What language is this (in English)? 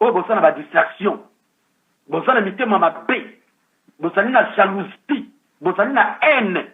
Lingala